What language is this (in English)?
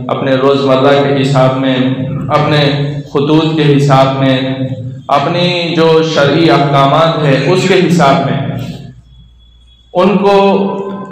Urdu